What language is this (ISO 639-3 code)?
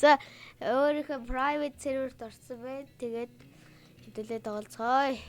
mon